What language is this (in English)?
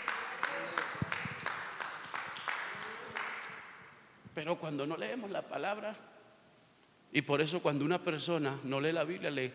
Spanish